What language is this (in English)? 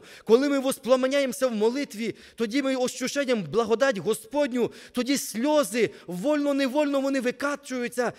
Ukrainian